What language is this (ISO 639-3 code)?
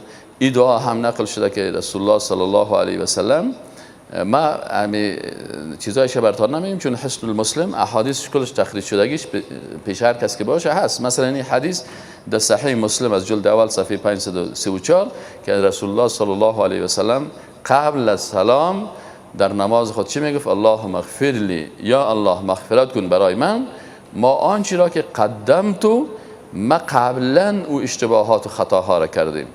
fas